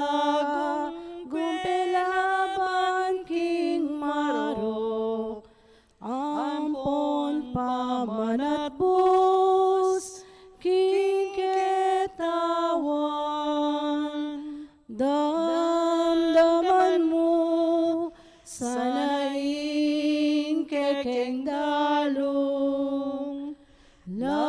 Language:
Pampanga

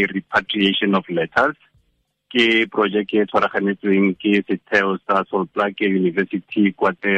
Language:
Tswana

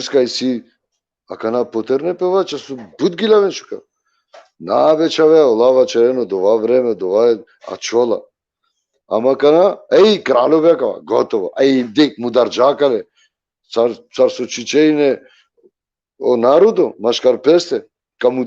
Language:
Balkan Romani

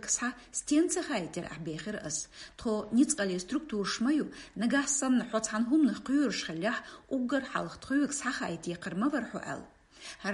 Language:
Chechen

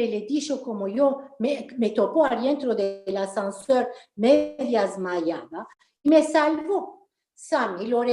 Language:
Ladino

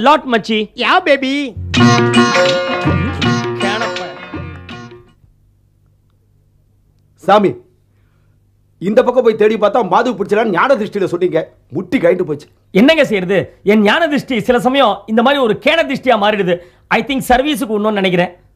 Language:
Tamil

